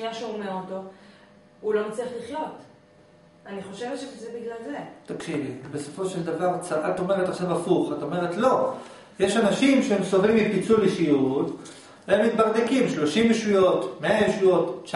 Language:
Hebrew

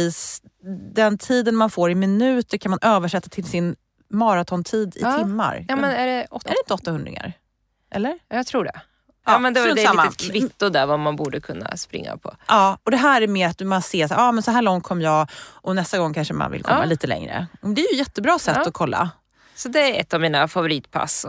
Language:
Swedish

